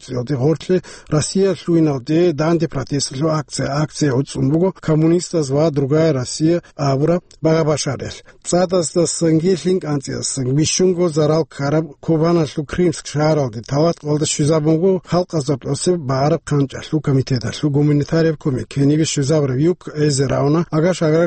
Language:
Avaric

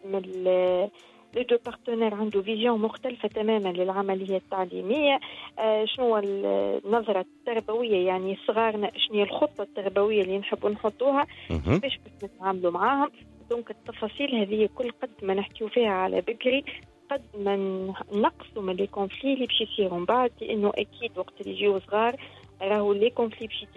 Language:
Tunisian Arabic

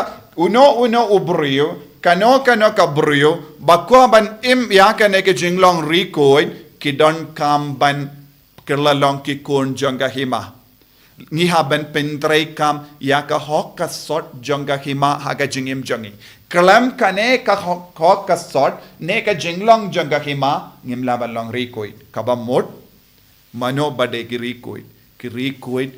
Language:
Khasi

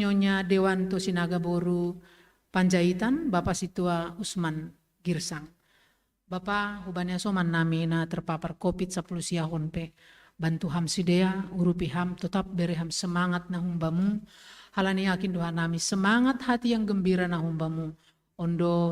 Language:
Batak Simalungun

